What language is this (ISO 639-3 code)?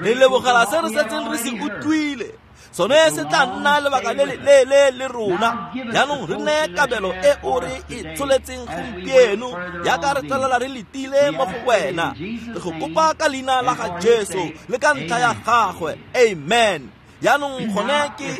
tsn